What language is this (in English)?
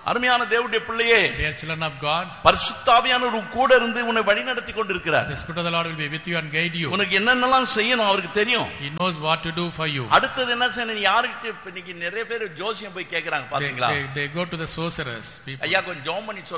Tamil